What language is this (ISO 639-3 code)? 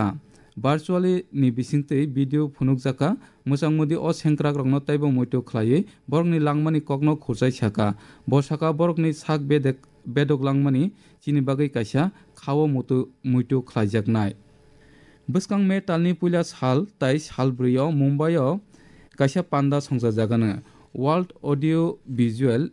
trp